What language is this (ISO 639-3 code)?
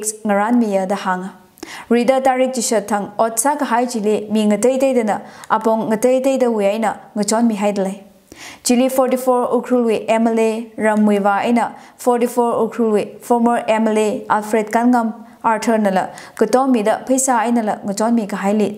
nmf